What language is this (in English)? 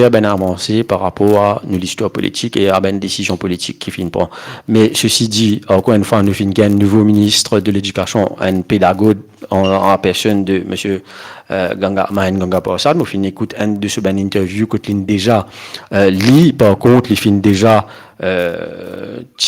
Morisyen